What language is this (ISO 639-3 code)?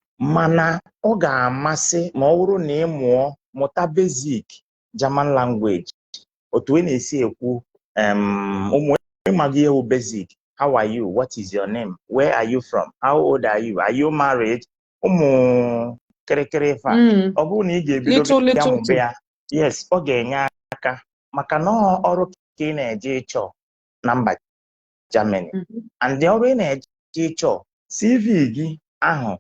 ibo